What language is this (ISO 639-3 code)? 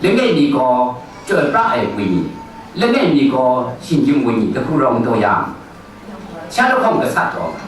kac